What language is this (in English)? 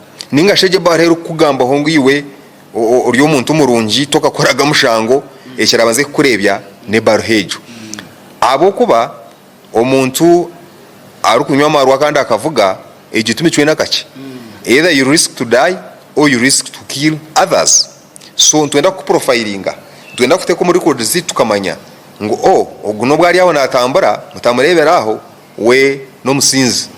Nyankole